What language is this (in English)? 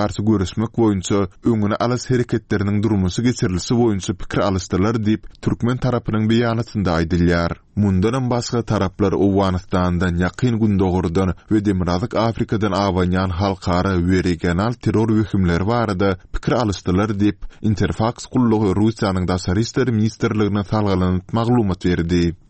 Turkmen